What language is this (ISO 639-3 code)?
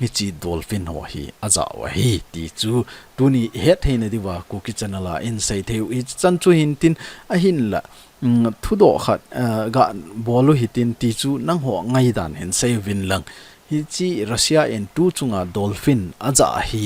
tcz